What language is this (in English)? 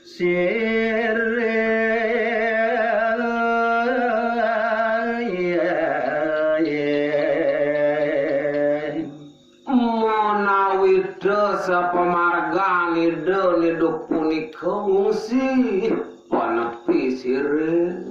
Balinese